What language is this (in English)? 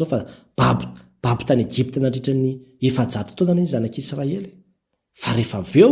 Malagasy